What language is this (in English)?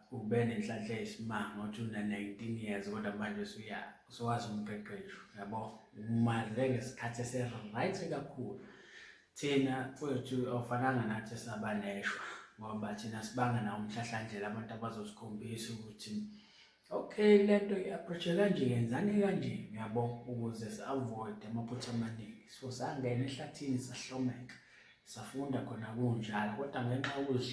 Zulu